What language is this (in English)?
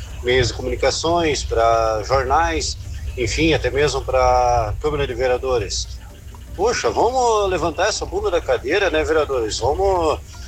Portuguese